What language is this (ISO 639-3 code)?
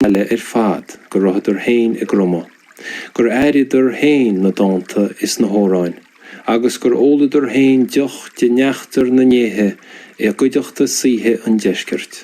gle